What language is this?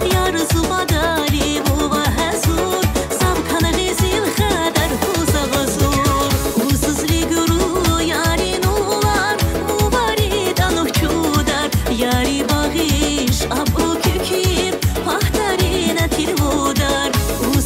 Tabassaran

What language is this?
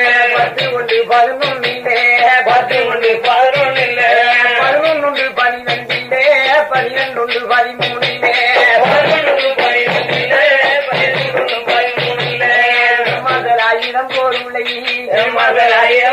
Tamil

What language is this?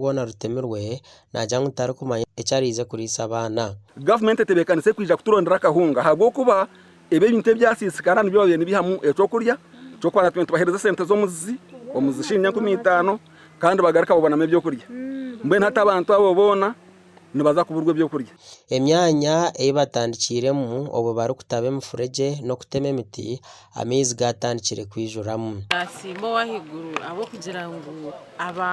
Nyankole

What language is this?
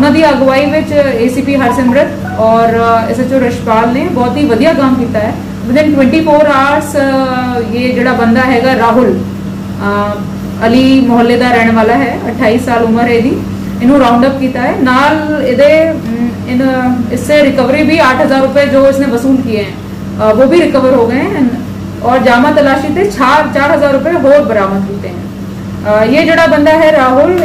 Punjabi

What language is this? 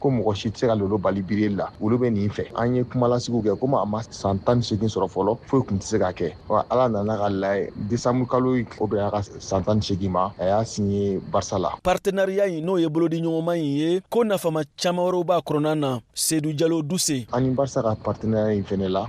Bambara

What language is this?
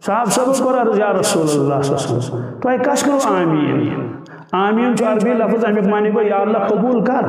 Kashmiri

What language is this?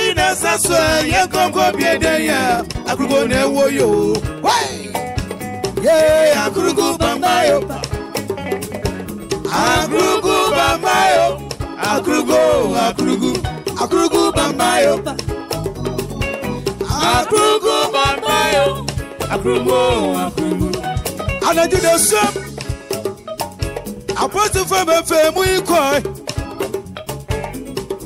English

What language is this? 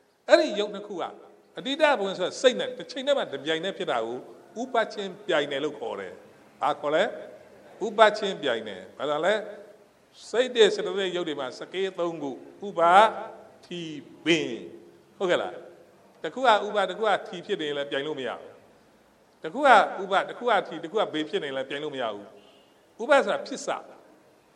Burmese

